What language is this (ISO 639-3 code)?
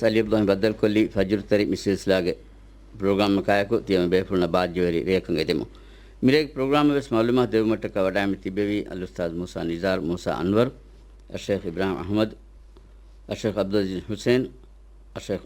div